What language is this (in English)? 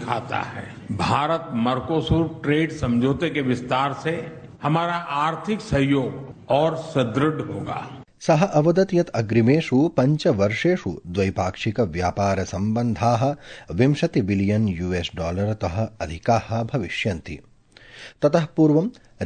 Sanskrit